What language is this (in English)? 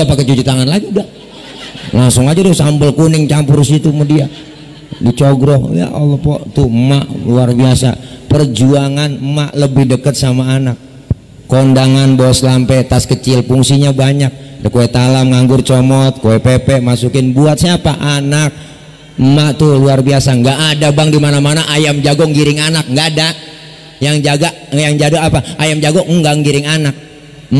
Betawi